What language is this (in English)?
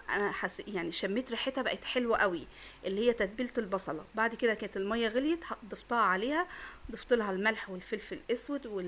Egyptian Arabic